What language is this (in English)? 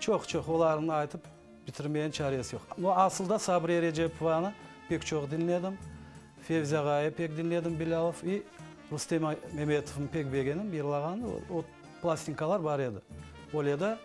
Crimean Tatar